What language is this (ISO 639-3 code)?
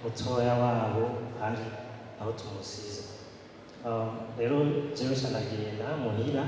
run